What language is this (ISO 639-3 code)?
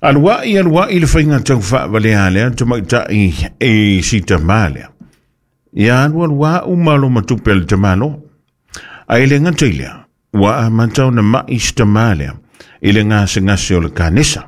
smo